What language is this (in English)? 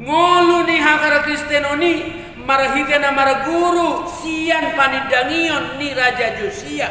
Batak Toba